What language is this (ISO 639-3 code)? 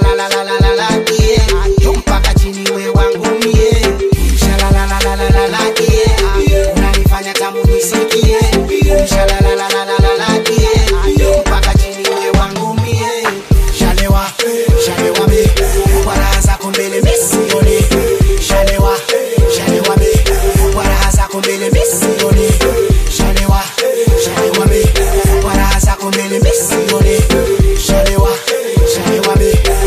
swa